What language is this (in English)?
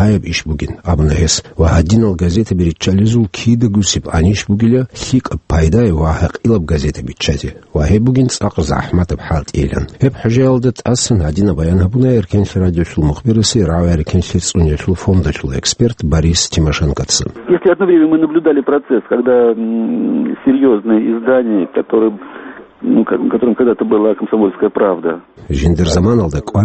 Avaric